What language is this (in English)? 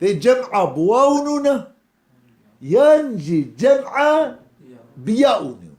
Kurdish